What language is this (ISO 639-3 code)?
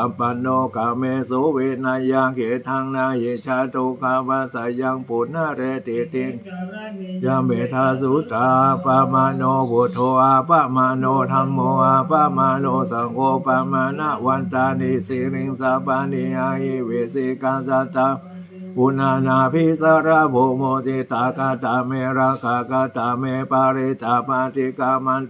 pli